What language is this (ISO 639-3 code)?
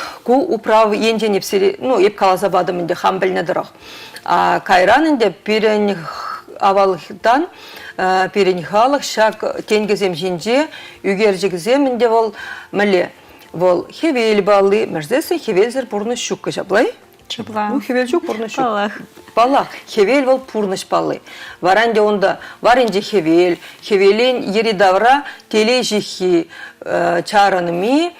chv